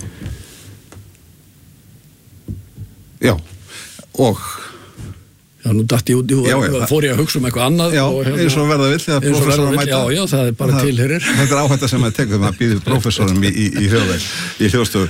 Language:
Icelandic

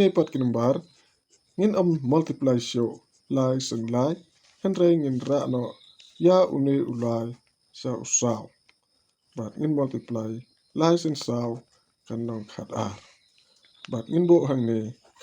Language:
Khasi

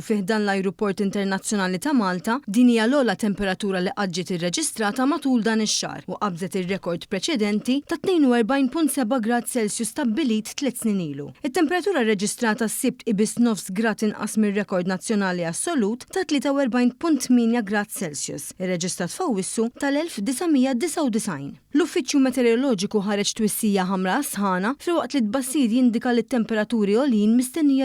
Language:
Maltese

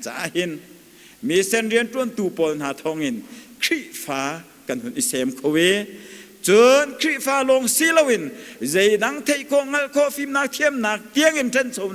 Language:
Hakha Chin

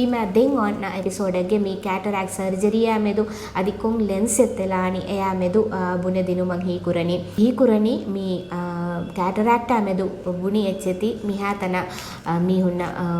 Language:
Divehi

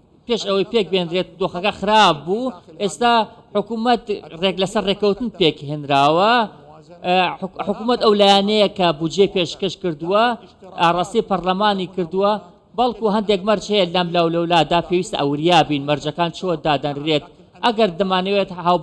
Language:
Central Kurdish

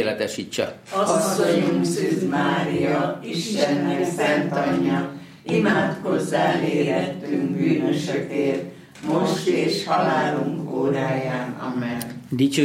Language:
Hungarian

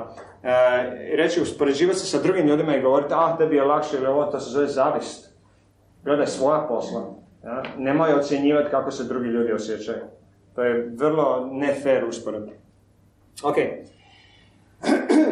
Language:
Croatian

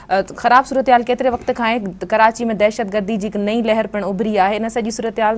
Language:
Sindhi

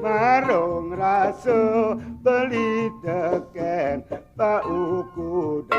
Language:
Balinese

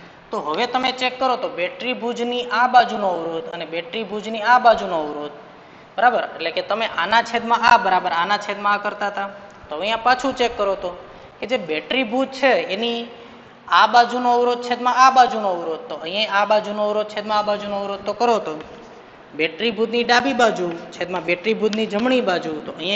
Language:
Gujarati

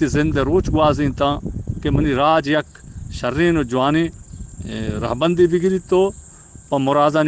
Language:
Eastern Balochi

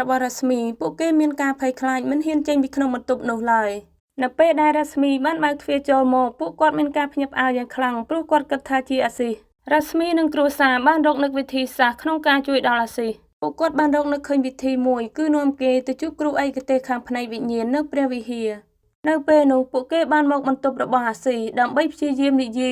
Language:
Khmer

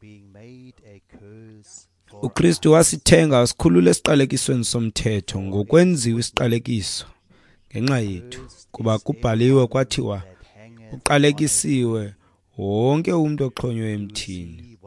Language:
Xhosa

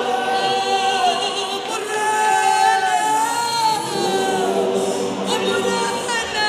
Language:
Southern Sotho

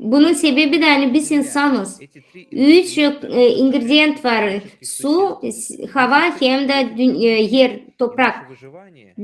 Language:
Gagauz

